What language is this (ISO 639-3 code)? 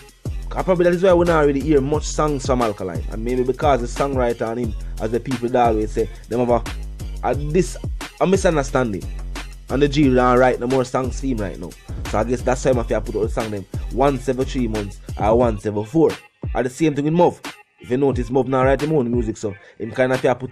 jam